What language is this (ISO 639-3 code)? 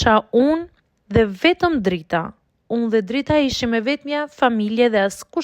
sqi